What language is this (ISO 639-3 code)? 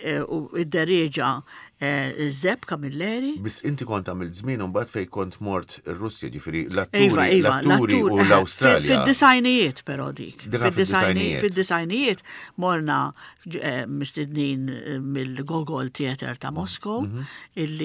mlt